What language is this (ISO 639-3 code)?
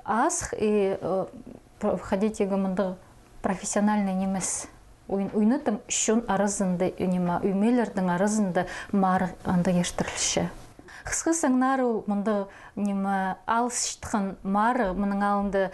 kjh